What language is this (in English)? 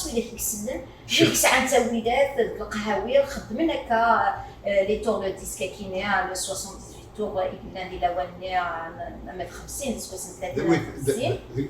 Kabyle